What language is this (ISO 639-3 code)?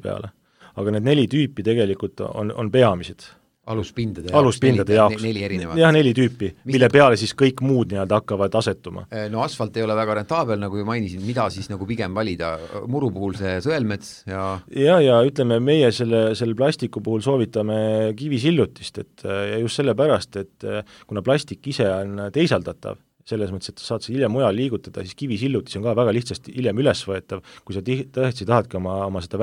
est